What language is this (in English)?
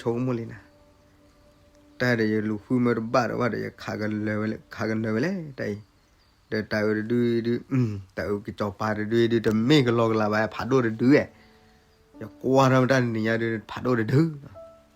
S'gaw Karen